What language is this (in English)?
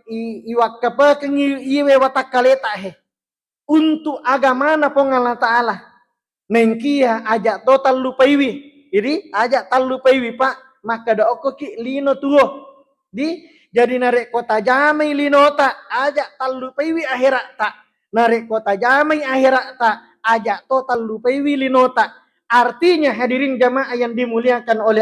Buginese